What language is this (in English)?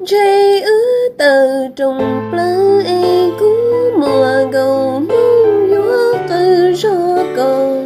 Hmong